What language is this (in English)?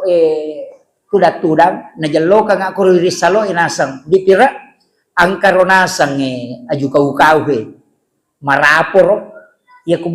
Buginese